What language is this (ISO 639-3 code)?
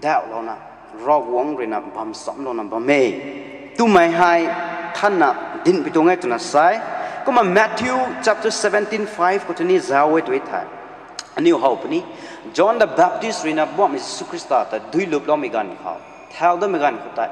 nbu